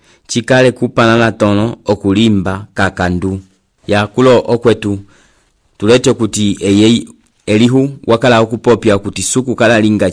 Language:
Umbundu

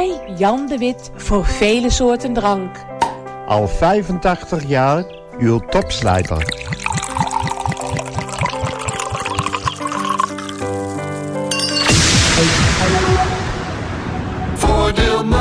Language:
Dutch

